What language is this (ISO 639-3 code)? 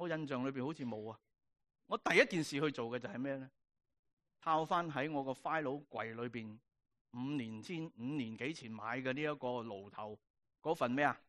yue